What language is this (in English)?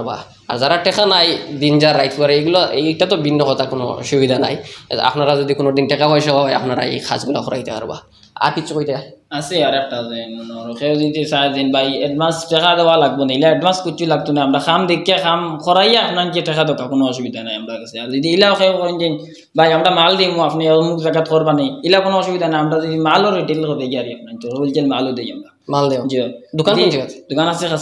Sylheti